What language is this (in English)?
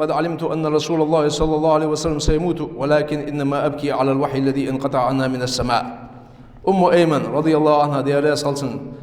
Ingush